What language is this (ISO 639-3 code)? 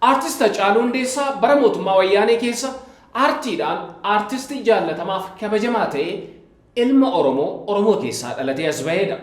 orm